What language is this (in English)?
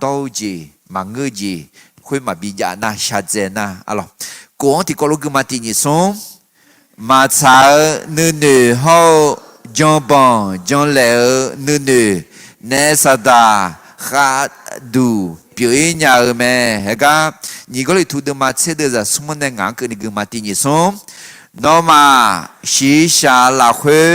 Akha